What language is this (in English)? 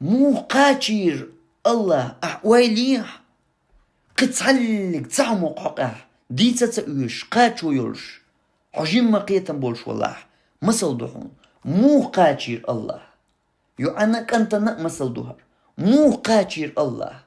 Chechen